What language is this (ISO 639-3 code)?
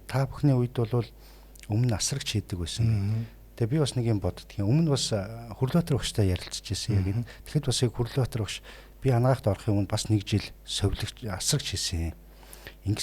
mon